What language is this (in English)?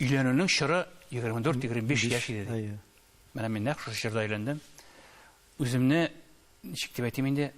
Tatar